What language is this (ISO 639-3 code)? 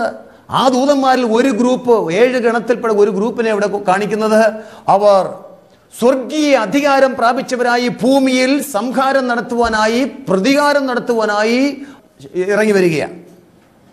mal